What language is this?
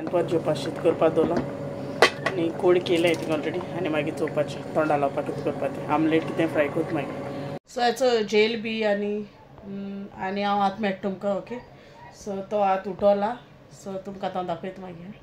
Konkani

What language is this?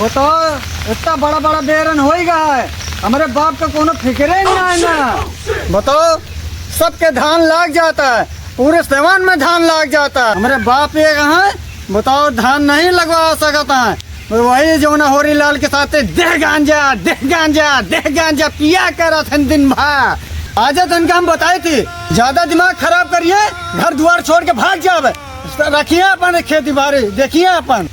Awadhi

